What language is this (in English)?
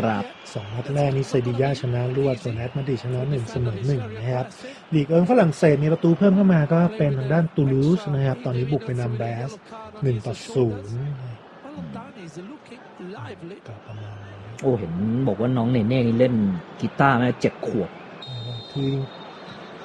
Thai